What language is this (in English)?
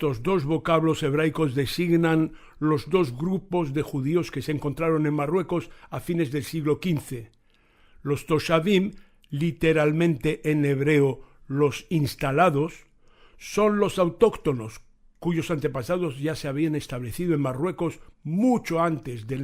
Ladino